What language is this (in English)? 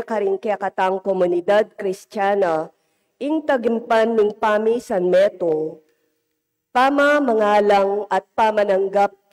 Pampanga